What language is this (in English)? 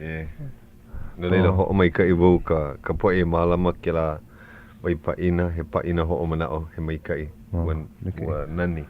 Hawaiian